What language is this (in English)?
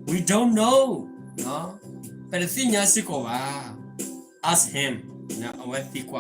S'gaw Karen